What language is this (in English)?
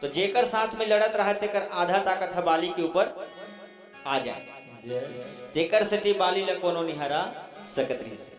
Chhattisgarhi